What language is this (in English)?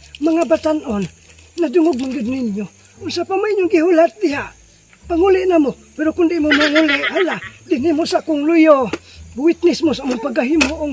Cebuano